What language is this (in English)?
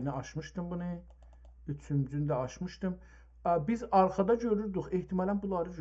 South Azerbaijani